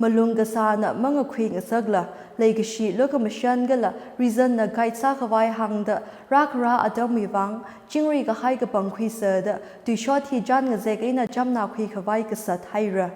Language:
Tangkhul Naga (India)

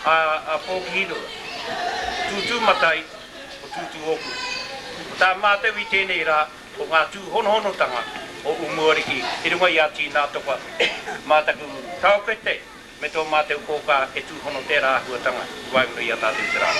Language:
Māori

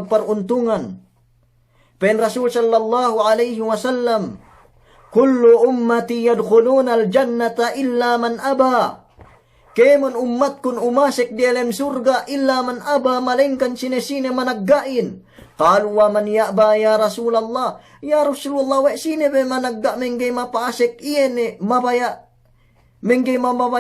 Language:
Yakan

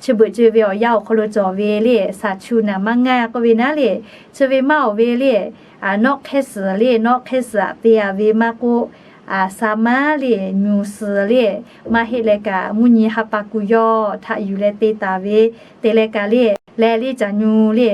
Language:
Lahu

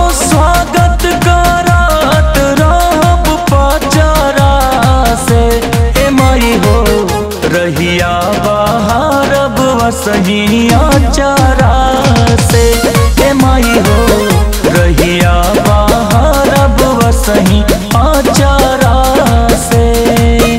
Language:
Bhojpuri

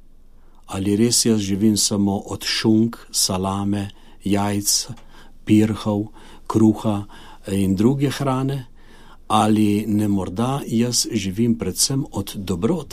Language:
Slovenian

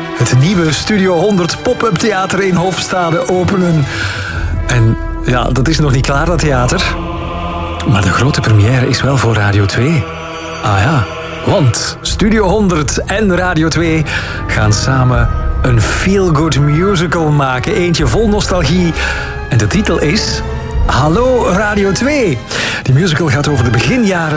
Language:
Dutch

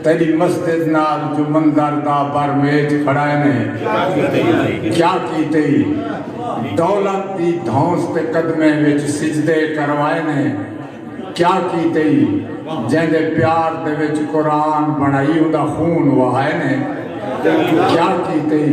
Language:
Saraiki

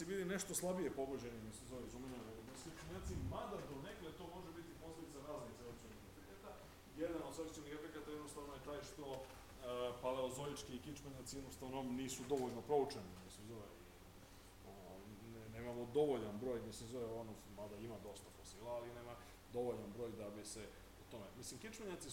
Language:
Serbian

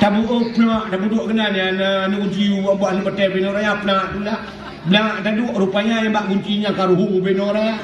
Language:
Achinese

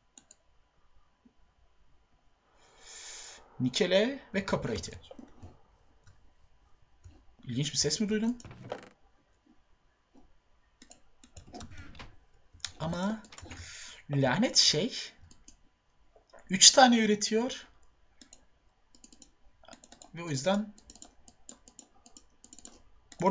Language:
Turkish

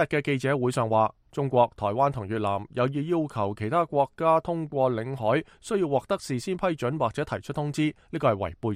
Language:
Cantonese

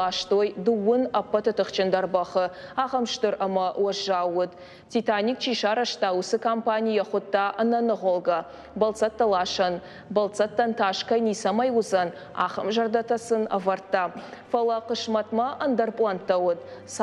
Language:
Ossetic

